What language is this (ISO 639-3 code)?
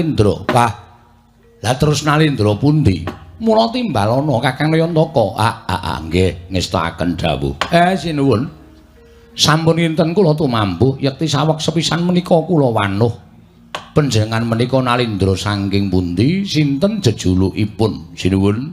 jav